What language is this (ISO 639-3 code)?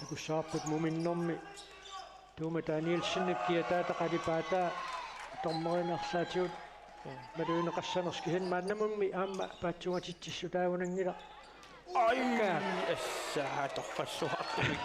kal